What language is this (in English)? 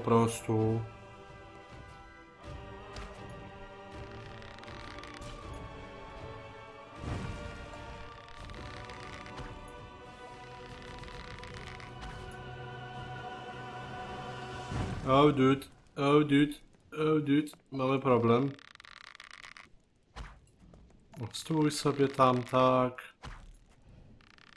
Polish